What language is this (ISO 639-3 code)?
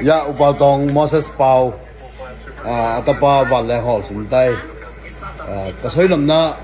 ctd